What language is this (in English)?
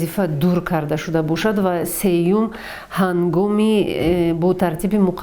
Tajik